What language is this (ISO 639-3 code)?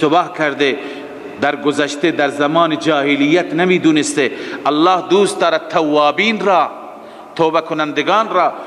fas